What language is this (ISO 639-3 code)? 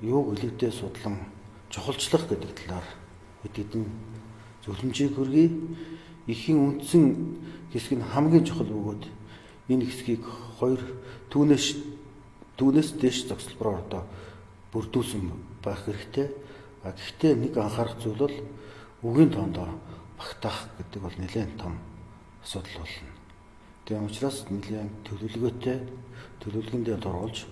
mon